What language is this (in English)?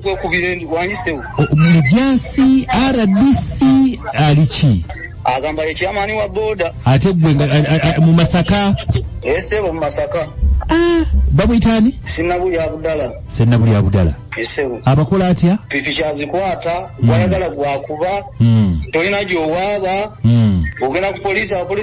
Ganda